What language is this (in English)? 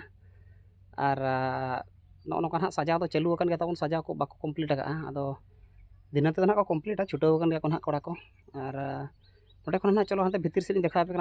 Santali